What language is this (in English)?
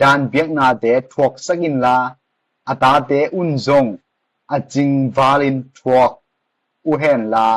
Tedim Chin